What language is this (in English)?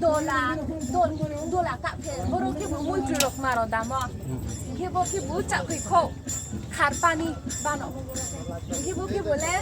Riang (India)